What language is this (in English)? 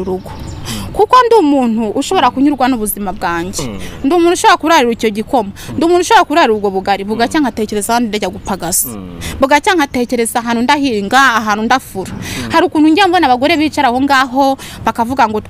Kinyarwanda